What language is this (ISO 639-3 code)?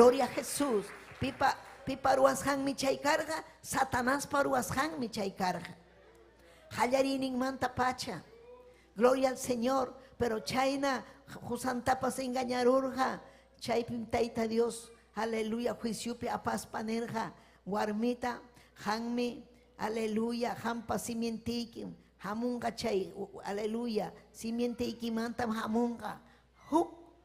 quy